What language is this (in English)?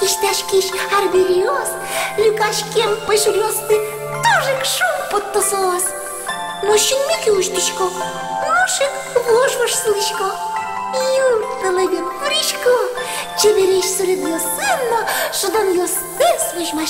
Udmurt